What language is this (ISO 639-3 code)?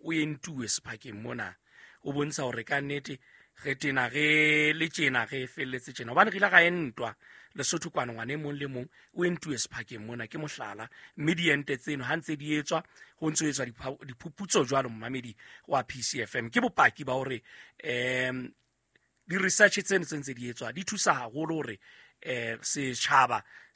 sot